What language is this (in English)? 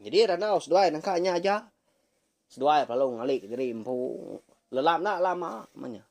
Iban